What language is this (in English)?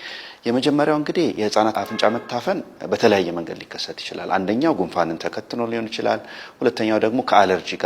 Amharic